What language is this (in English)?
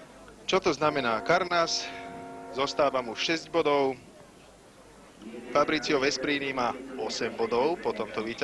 Slovak